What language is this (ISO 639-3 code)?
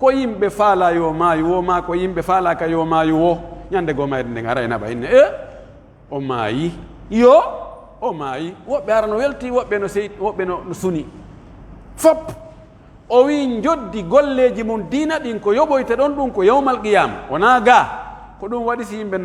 fuf